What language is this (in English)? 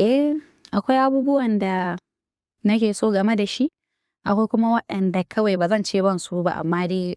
Hausa